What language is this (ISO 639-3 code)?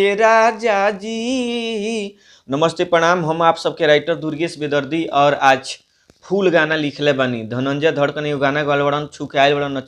bho